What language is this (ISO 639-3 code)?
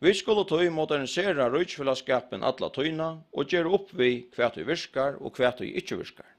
fao